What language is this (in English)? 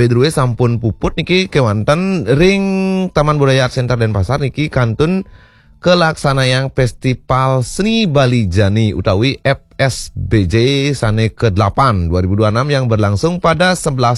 Balinese